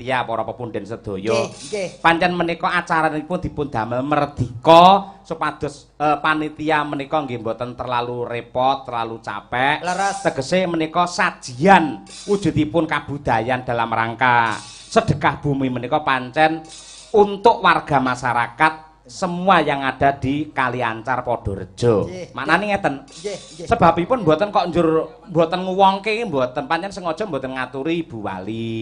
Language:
Javanese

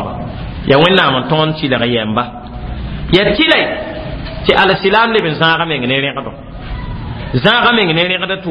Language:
Mossi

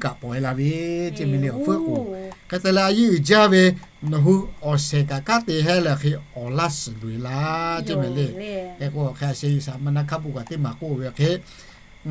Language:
Lahu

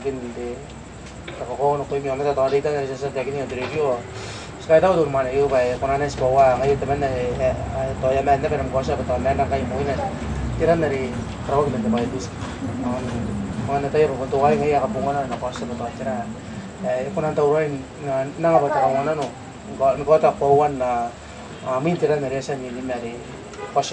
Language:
Gilbertese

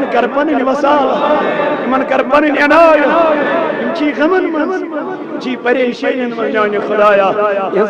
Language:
Kashmiri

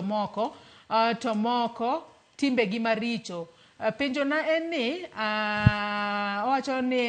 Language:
Luo (Kenya and Tanzania)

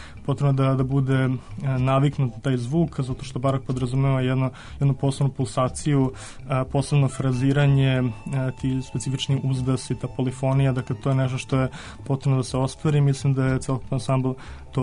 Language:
Serbian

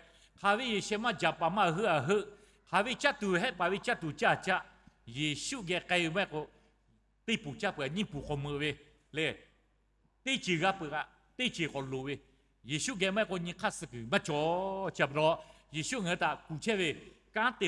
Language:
Lahu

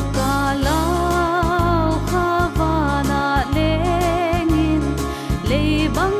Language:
Paite Chin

